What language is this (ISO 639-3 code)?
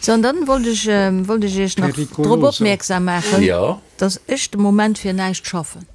ltz